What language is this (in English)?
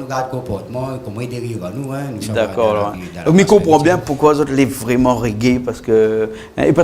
Réunion Creole French